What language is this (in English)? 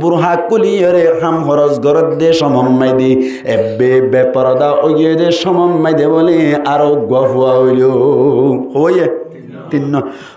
Rohingya